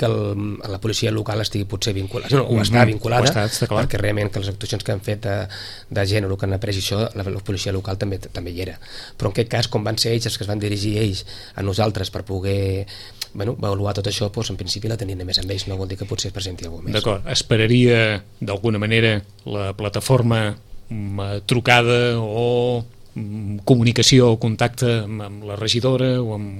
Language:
Catalan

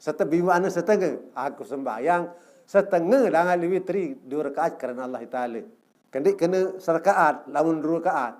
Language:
Sasak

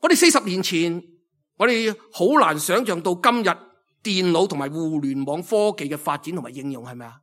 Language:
Cantonese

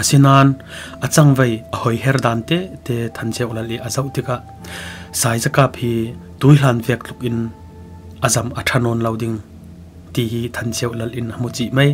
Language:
Falam Chin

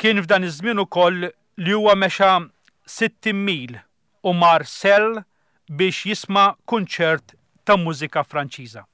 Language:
Maltese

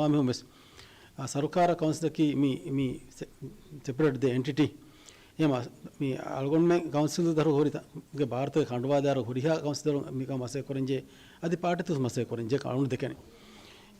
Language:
Divehi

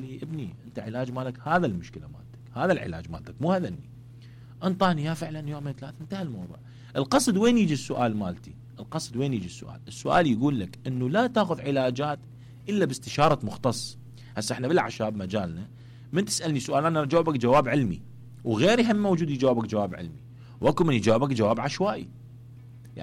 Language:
Mesopotamian Arabic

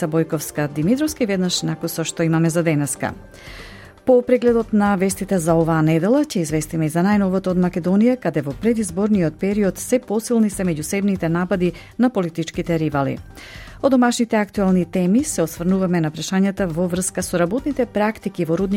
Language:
Macedonian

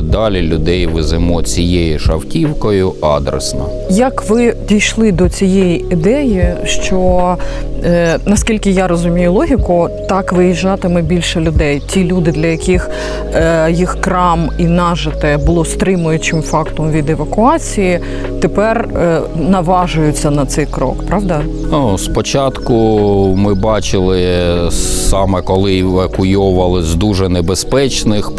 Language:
Ukrainian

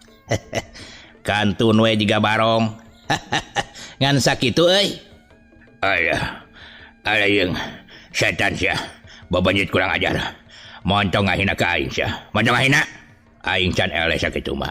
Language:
Sundanese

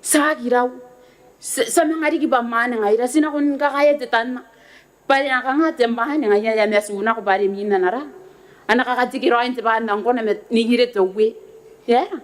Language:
Gilbertese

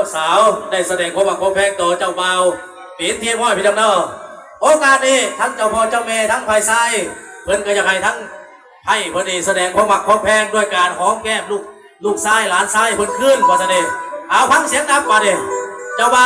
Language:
Lao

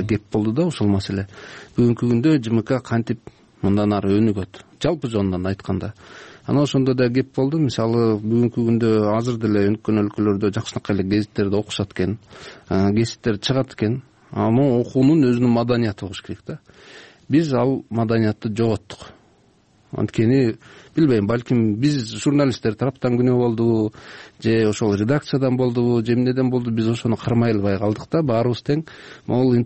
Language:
Kyrgyz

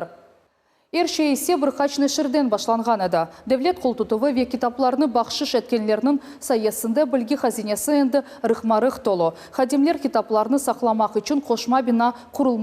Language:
Crimean Tatar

